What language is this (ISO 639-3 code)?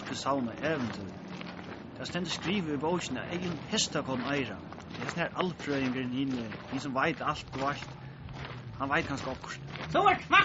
fao